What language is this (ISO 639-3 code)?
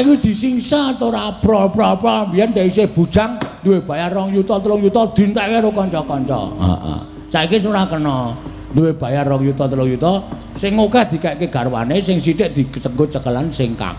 jav